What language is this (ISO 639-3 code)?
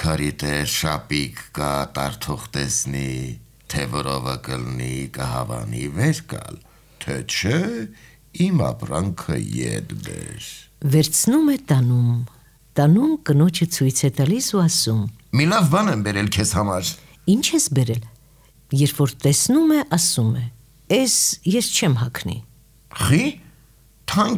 hye